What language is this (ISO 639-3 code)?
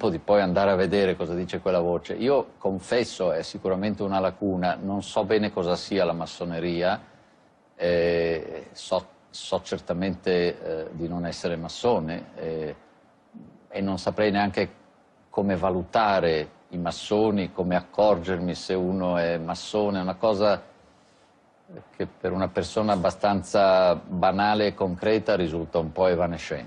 ita